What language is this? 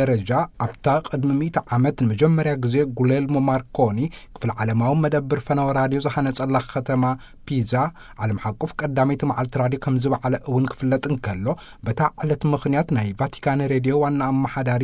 Tigrinya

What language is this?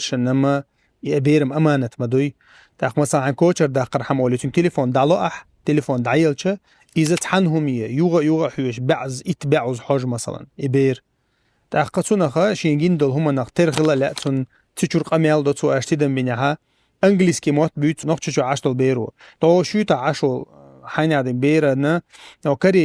Chechen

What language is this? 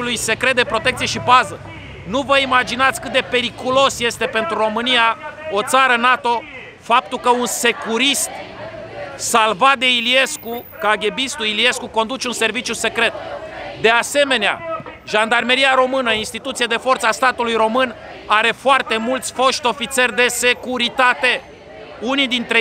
Romanian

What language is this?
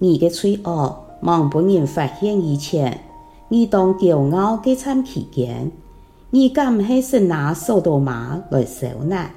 Hakka Chinese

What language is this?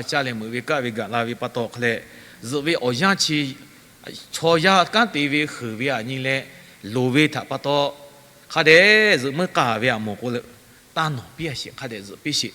Lahu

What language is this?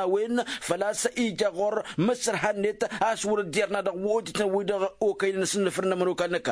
Tamasheq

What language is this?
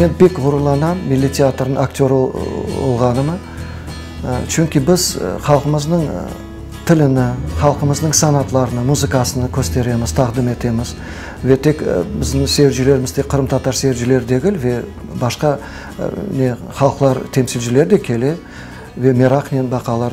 Crimean Tatar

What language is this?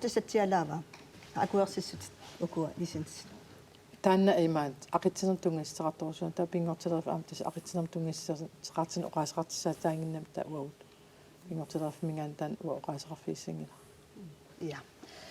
Kalaallisut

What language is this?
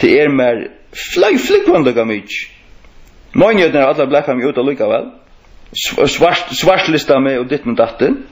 Faroese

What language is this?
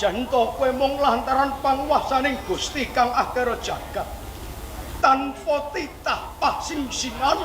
Javanese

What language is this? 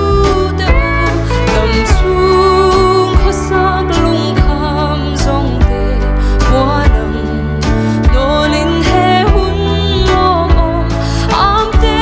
Mizo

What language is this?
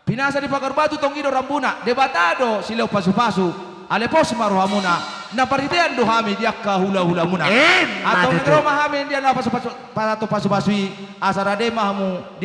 Batak Toba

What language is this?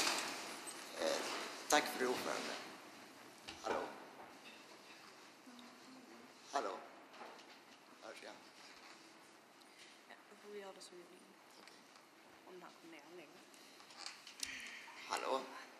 Swedish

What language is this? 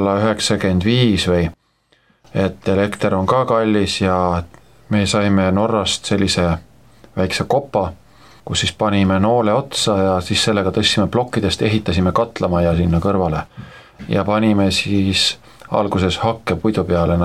Estonian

